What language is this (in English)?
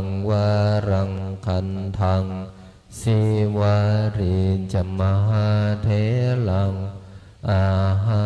Pali